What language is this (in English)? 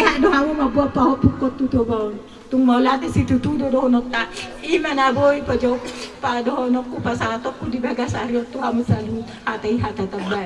Batak Toba